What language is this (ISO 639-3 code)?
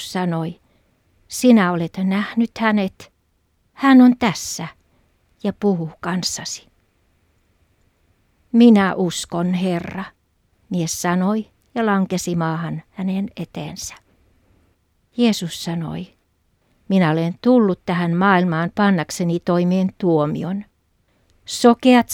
fin